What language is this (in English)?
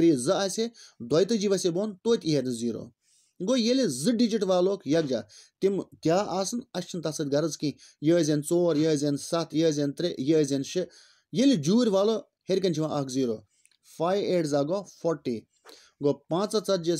Kashmiri